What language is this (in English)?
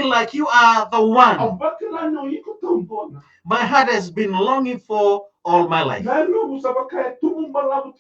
Fijian